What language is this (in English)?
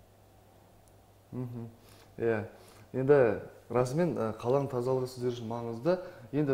Kazakh